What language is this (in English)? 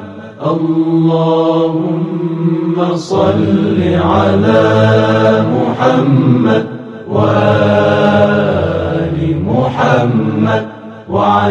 Persian